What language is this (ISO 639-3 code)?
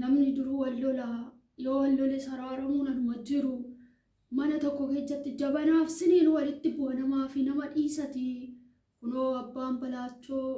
orm